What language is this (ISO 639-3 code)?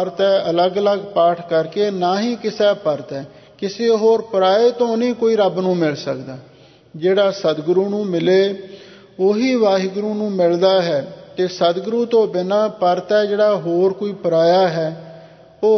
pan